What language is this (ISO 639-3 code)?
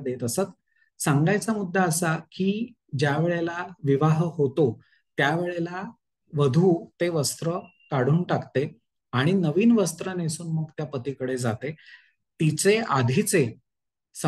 mar